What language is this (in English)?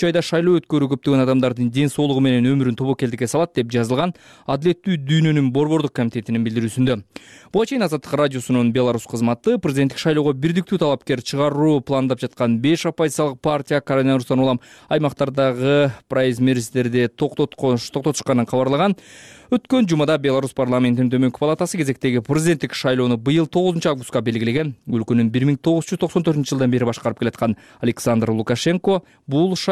Kyrgyz